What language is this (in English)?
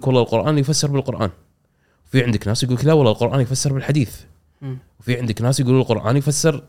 Gulf Arabic